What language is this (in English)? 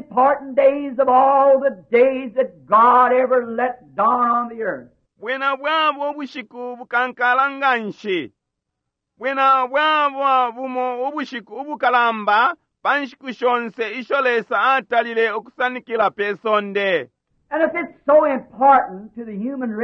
Bemba